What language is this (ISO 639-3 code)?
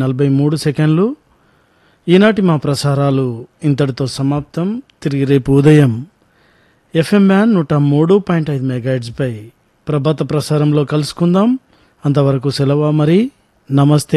tel